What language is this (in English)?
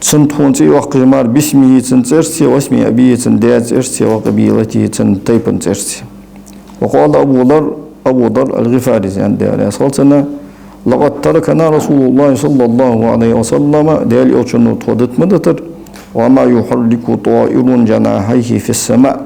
Ingush